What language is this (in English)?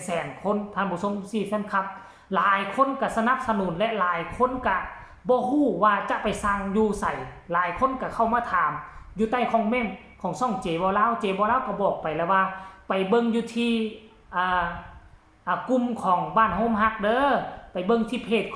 Northeastern Thai